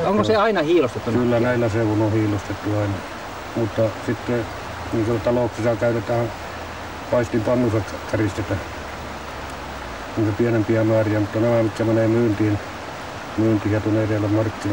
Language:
Finnish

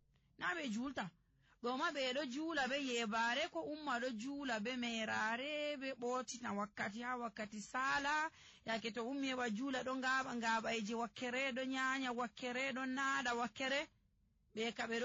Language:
Nigerian Fulfulde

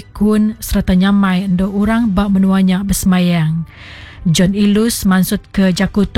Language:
Iban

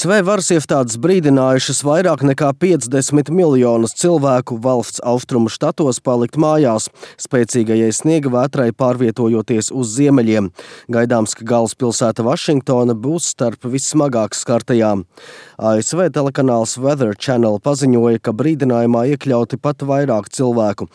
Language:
Latvian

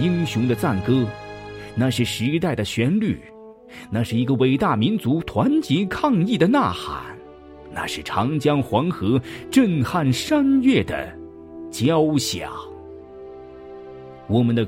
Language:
Chinese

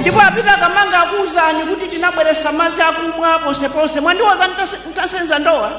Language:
Nyanja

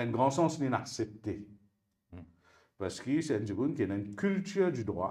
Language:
Morisyen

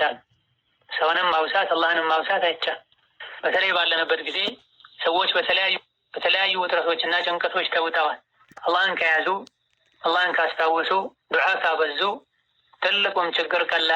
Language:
Amharic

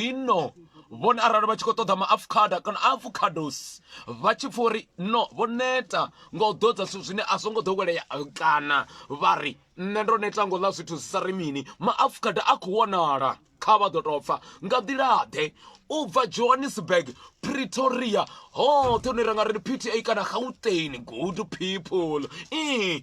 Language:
Venda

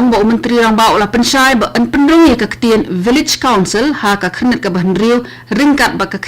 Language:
Khasi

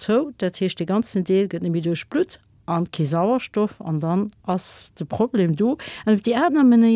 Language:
Luxembourgish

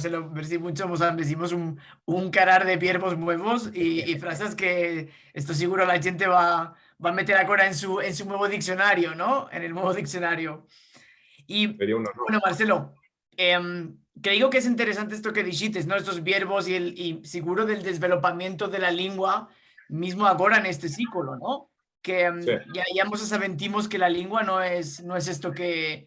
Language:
Ladino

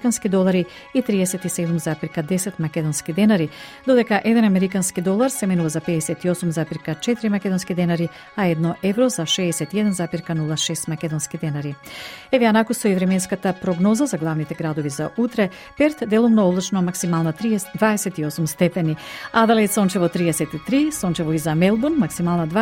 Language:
Macedonian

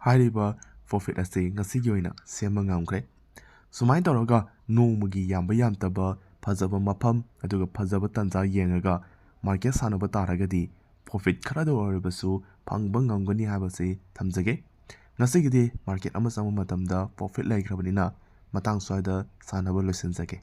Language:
Manipuri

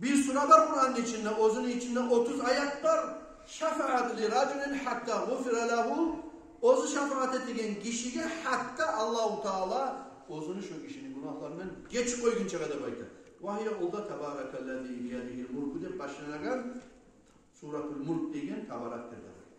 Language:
Kumyk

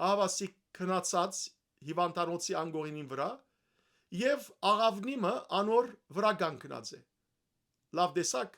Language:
Western Armenian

